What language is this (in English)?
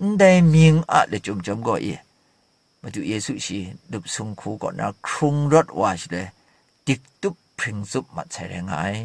Kachin